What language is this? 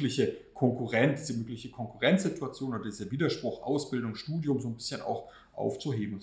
German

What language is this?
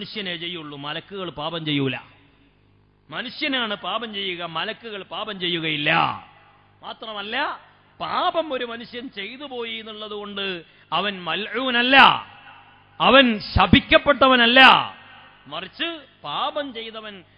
Malayalam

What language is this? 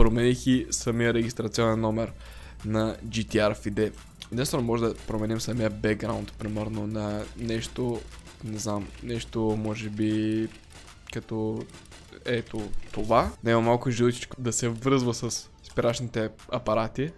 Bulgarian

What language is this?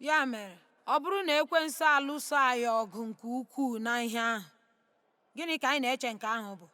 Igbo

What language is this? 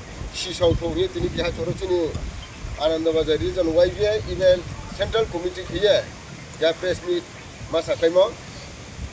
Riang (India)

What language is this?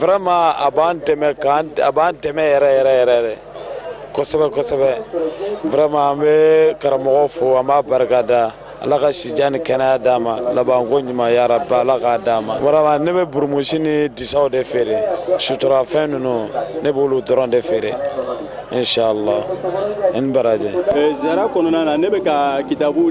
Bambara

